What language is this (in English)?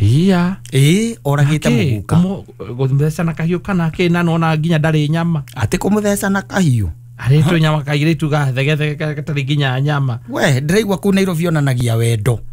Kikuyu